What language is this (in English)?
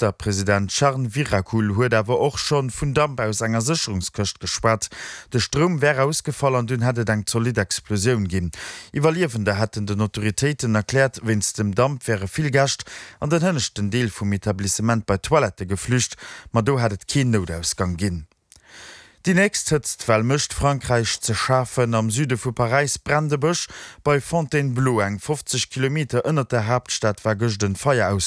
Luxembourgish